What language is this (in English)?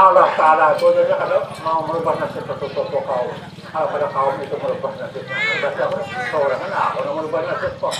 Banjar